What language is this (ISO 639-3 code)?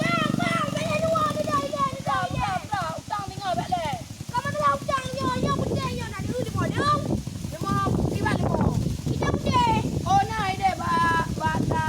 ace